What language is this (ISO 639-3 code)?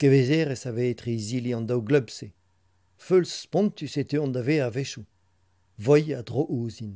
bre